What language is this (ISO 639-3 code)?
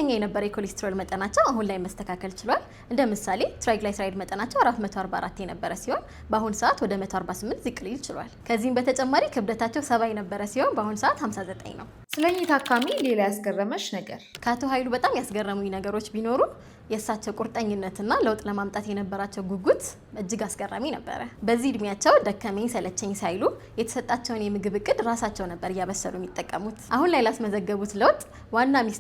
amh